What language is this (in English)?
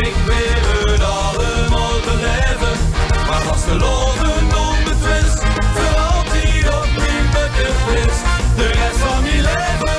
Limburgish